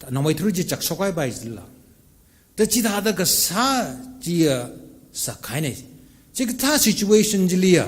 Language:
Tangkhul Naga (India)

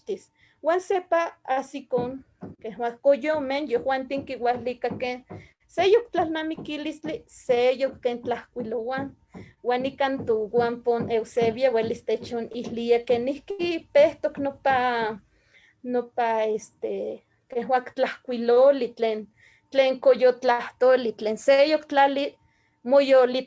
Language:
Eastern Huasteca Nahuatl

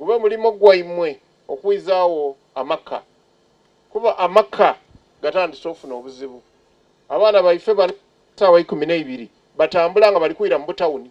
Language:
Soga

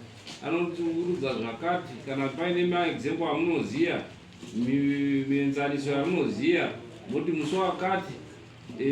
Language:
Shona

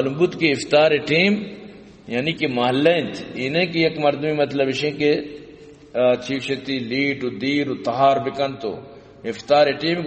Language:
Baluchi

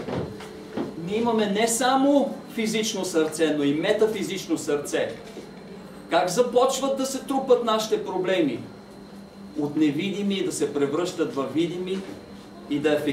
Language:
Bulgarian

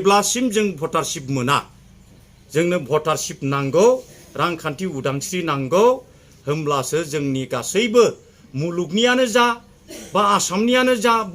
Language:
Bodo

